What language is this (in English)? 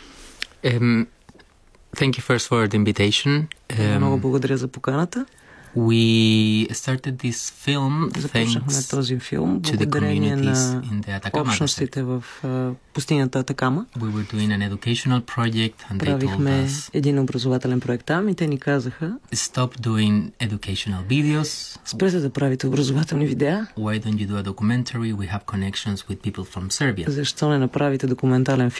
Bulgarian